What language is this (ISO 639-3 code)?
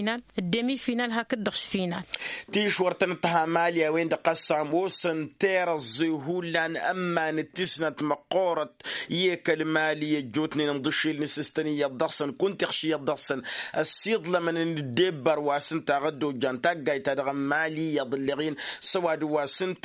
taq